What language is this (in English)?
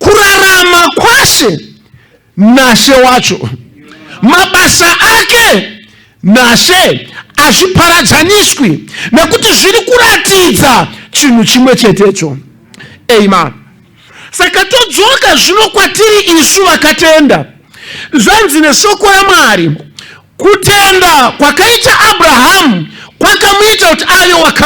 Shona